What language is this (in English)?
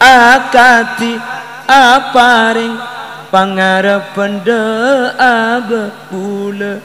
Madurese